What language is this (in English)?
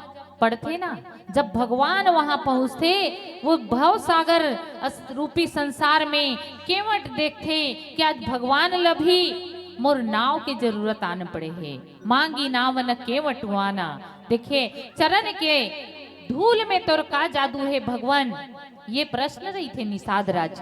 Chhattisgarhi